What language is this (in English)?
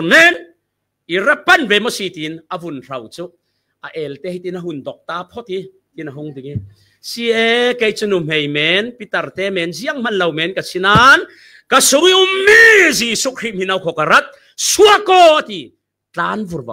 Falam Chin